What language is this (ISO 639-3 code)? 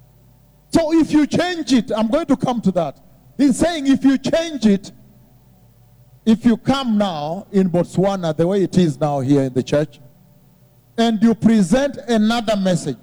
eng